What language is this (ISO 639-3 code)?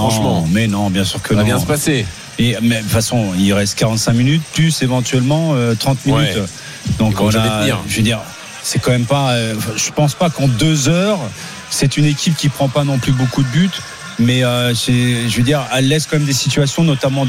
fra